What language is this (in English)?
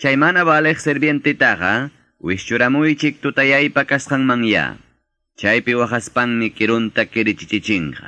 Quechua